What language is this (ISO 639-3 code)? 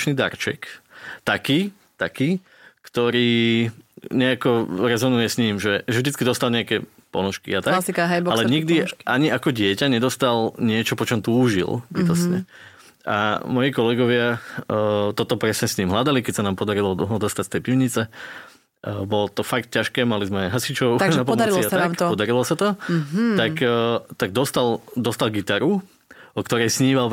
slk